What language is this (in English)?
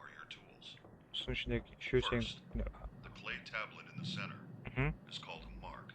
Kara-Kalpak